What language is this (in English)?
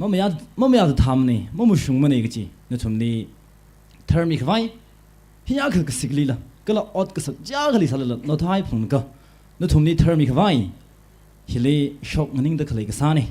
Tangkhul Naga (India)